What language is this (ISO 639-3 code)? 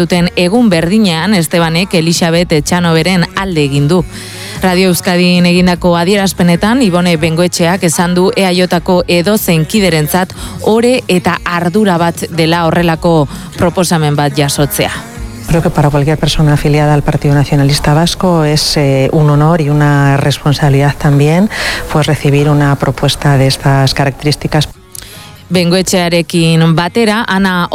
eus